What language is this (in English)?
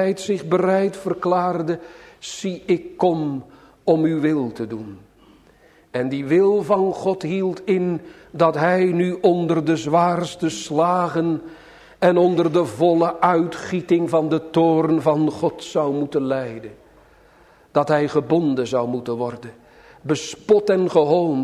Dutch